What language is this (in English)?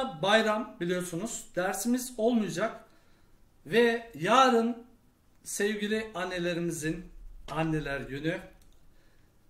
Turkish